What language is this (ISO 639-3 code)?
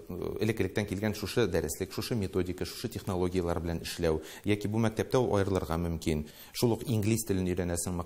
tat